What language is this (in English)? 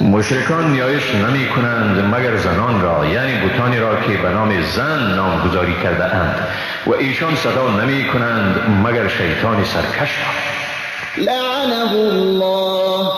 Persian